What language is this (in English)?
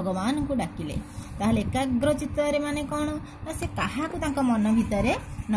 Odia